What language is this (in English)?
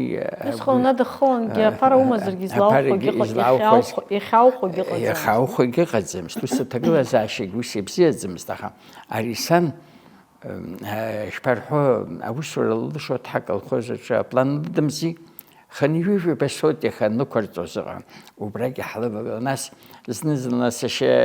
Abkhazian